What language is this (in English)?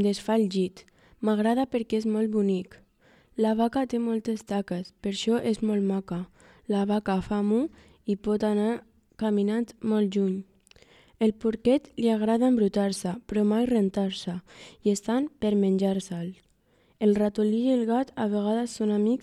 Catalan